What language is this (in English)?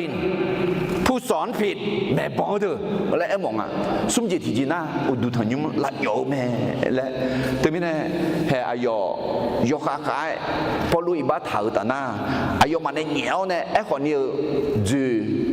Akha